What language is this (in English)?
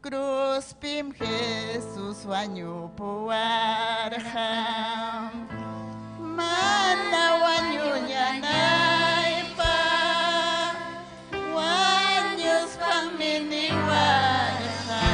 Ayacucho Quechua